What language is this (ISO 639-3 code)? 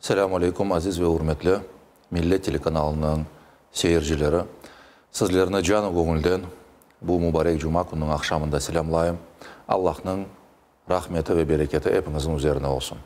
crh